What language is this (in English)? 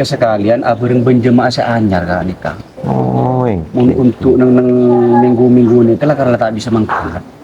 Madurese